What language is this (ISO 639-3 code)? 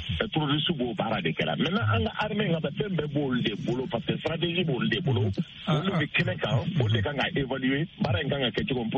bam